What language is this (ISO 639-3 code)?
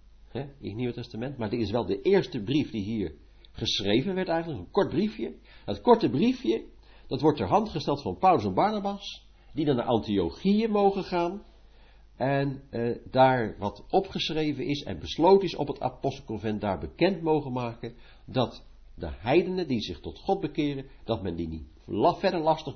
nld